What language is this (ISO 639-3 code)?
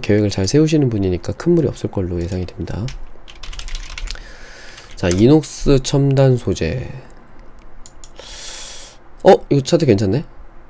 kor